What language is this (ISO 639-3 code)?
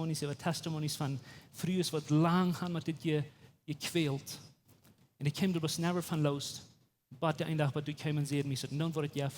pdt